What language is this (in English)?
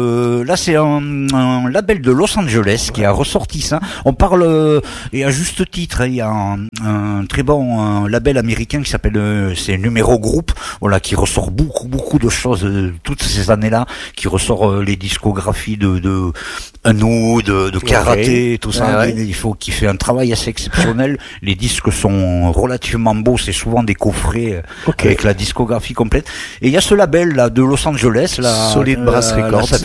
French